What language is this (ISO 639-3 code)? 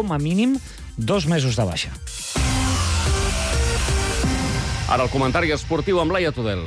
cat